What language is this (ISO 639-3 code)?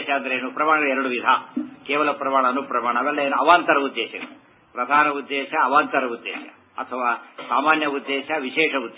kan